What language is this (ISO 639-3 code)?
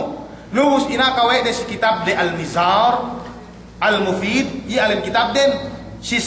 yka